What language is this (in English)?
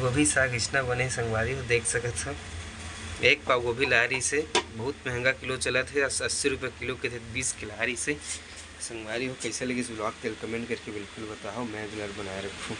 Chhattisgarhi